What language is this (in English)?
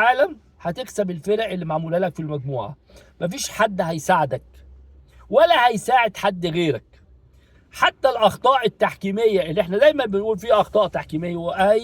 Egyptian Arabic